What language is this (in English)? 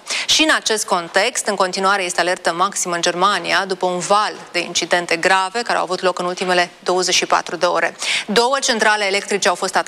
Romanian